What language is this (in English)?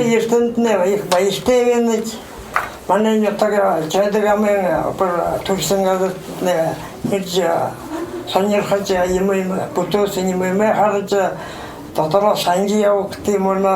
Buriat